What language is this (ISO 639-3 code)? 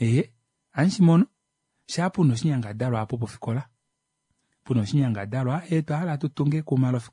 kua